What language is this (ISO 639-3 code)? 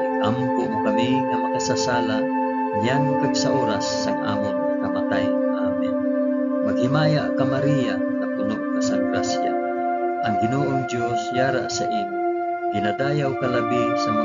hil